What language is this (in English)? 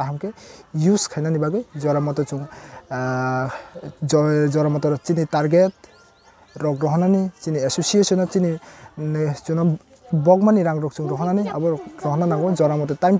Kok Borok